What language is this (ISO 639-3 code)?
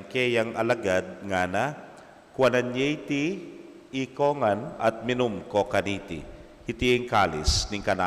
pam